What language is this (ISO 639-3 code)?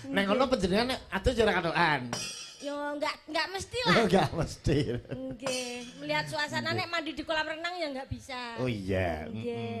jav